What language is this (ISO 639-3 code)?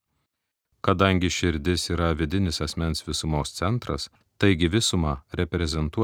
lit